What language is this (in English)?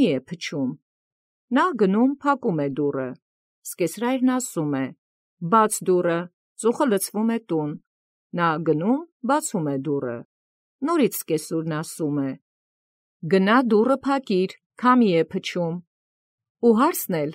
Armenian